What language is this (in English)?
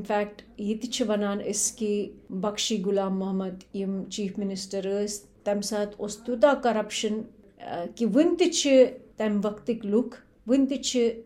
Kashmiri